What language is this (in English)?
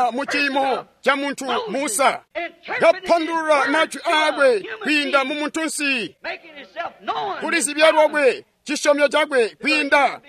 Tonga (Zambia)